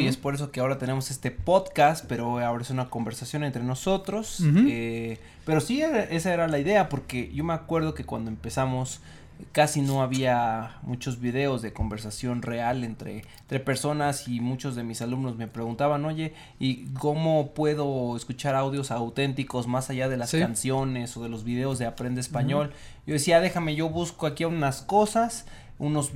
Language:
Spanish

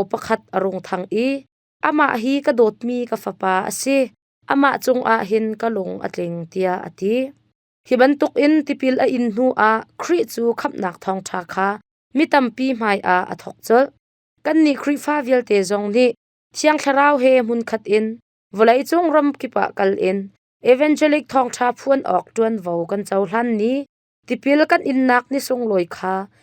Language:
Hakha Chin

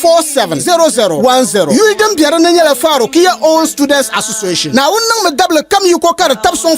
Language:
Dagbani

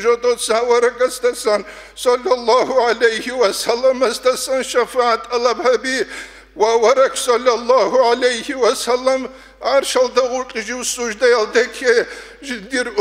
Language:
Avaric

